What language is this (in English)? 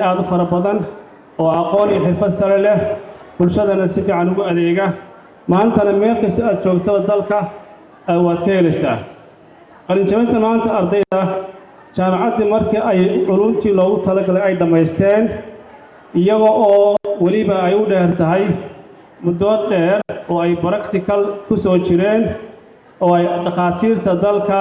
Somali